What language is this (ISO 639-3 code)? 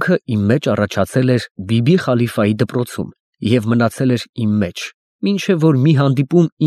hye